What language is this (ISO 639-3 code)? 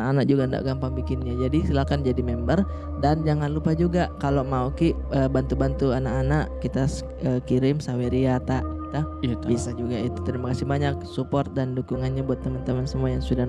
mfp